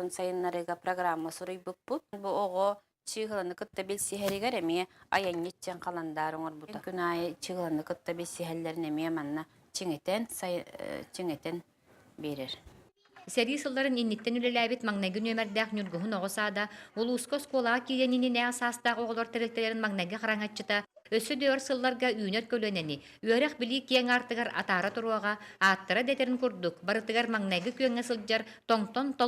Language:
Yakut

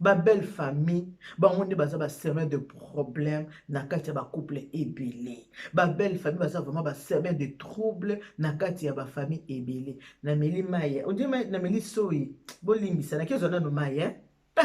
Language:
Lingala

